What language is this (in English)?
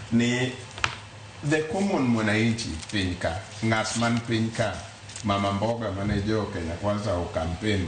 Luo (Kenya and Tanzania)